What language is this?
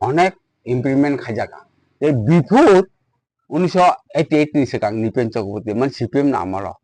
Kok Borok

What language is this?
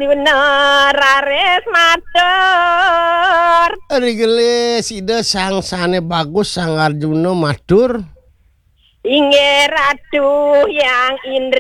Balinese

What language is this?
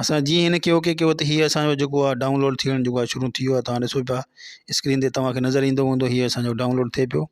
Sindhi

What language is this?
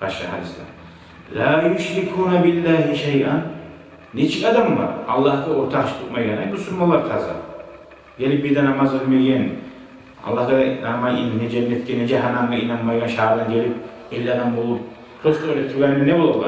Kumyk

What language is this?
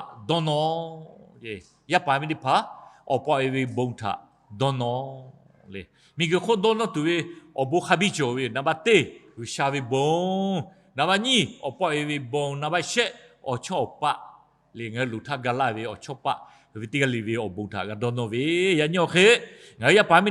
Lahu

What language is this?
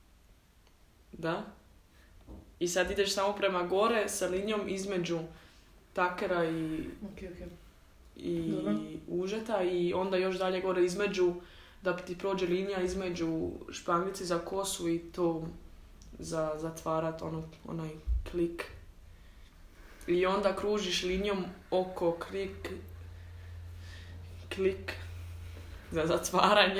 Croatian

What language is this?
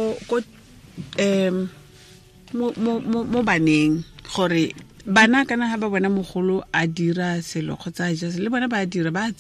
Tswana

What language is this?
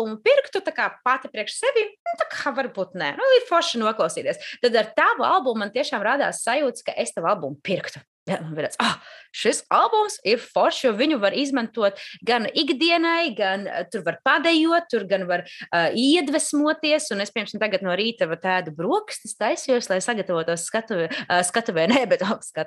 Latvian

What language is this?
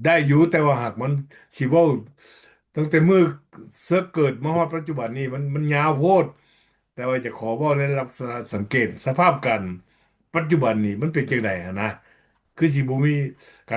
Lao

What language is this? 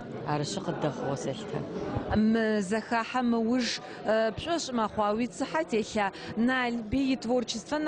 Adyghe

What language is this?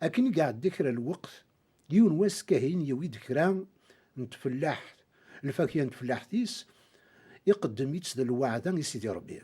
Kabyle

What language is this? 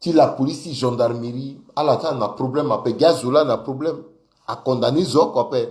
Sango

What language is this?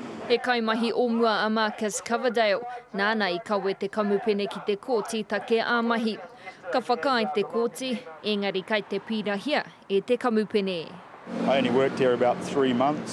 Māori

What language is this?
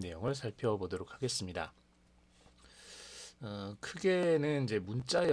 Korean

